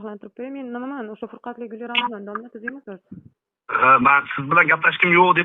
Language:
Uzbek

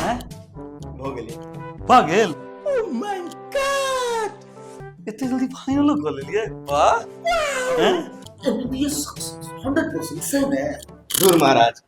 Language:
Maithili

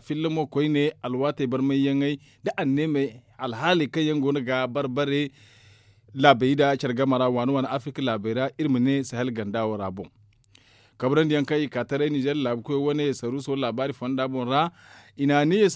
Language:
Zarma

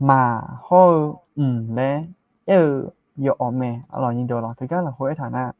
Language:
Akha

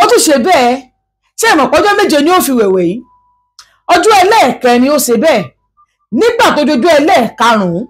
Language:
Yoruba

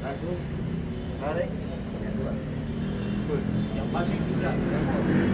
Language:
Ambonese Malay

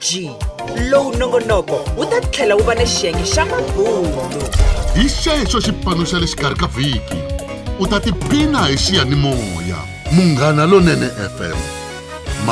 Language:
Tsonga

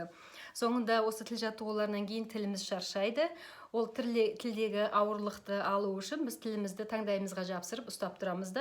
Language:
Kazakh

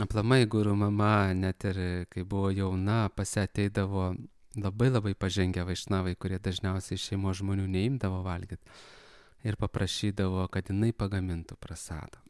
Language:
Lithuanian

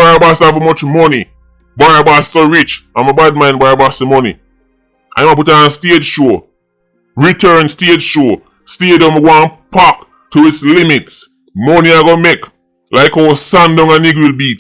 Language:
Jamaican Creole English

